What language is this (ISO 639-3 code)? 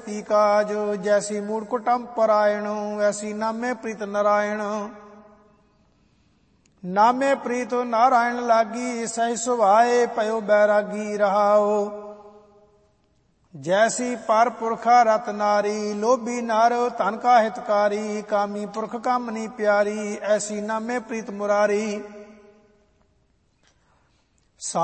pan